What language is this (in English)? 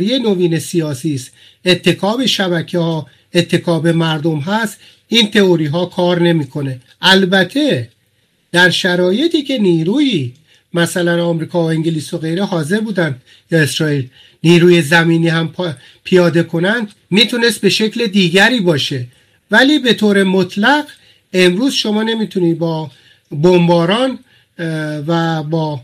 Persian